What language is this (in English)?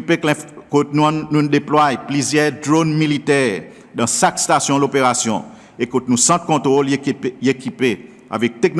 Seselwa Creole French